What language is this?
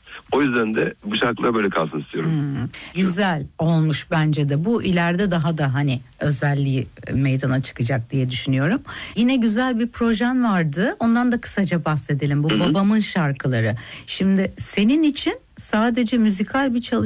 Turkish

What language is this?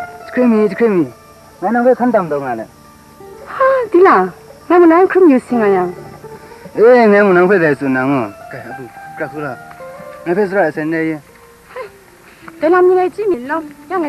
Kachin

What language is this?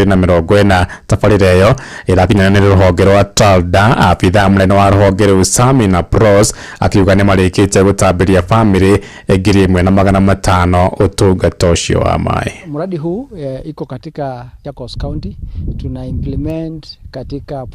Kikuyu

